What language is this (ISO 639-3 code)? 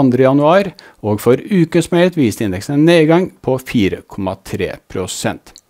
nor